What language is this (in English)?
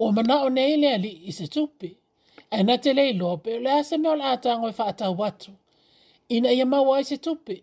Samoan